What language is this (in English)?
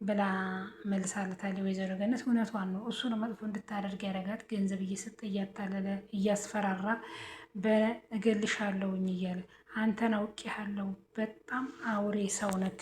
Amharic